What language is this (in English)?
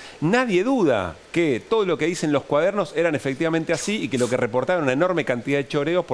Spanish